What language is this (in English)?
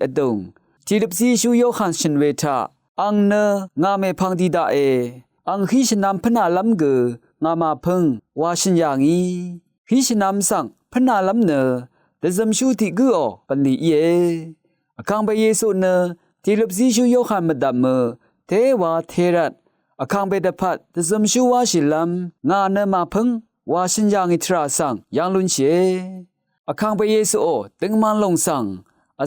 Rawang